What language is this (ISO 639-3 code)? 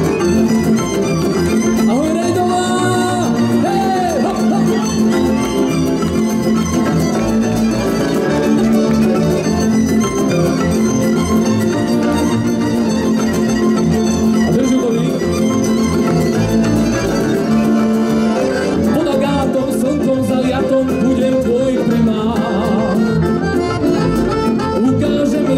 slk